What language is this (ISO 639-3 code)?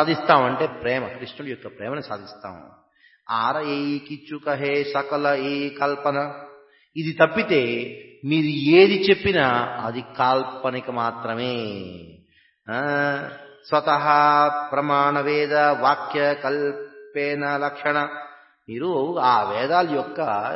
tel